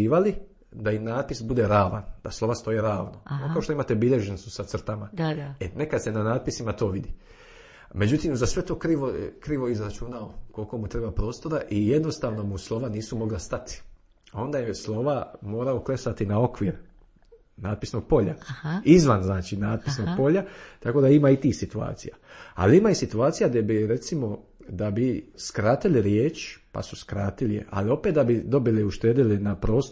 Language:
Croatian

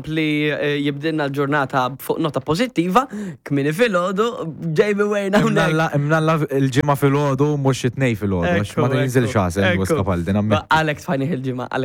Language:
Maltese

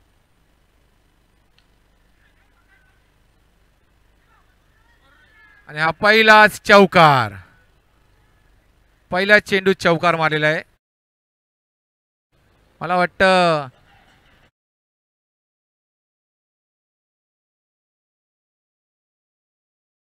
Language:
Marathi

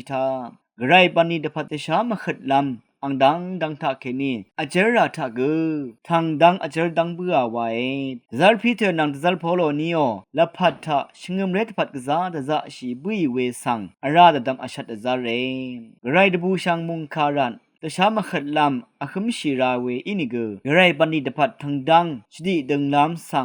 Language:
Rawang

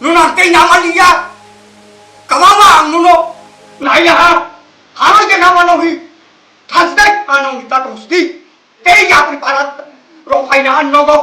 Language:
Kok Borok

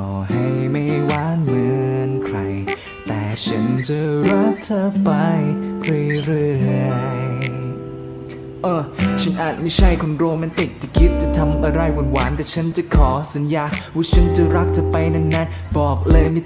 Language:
Thai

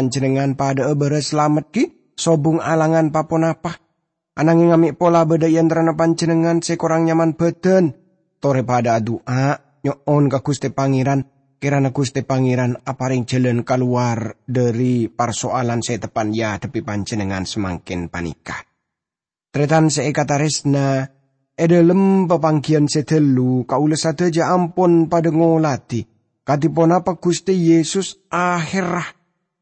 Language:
Madurese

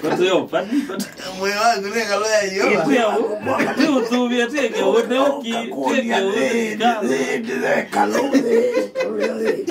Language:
Kamba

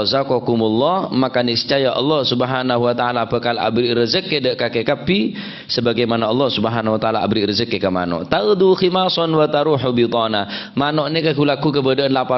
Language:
Madurese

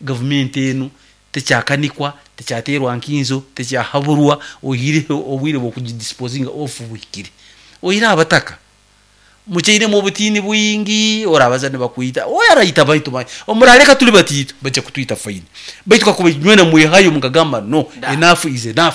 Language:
Nyankole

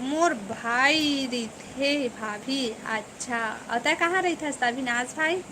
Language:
Chhattisgarhi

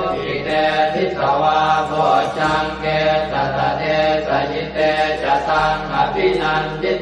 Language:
Pali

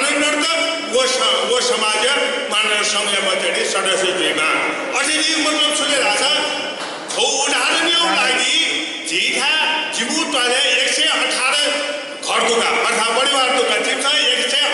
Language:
Newari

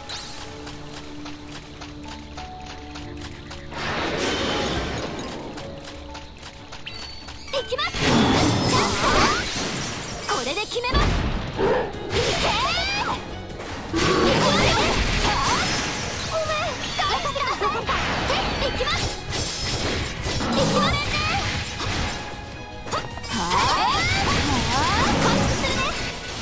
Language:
Japanese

